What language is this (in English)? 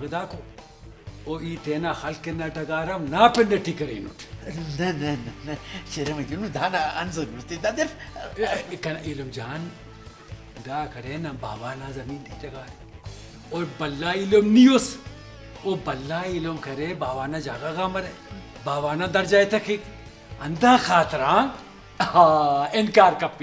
Brahui